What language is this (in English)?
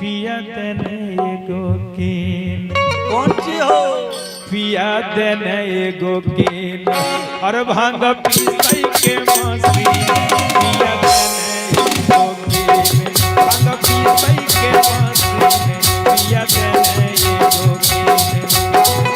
Magahi